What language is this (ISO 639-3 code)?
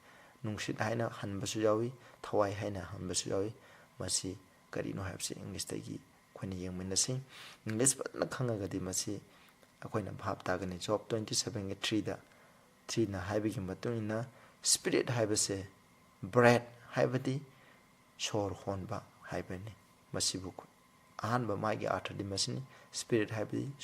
mni